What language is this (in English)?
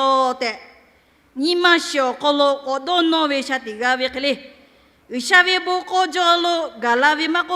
Lahu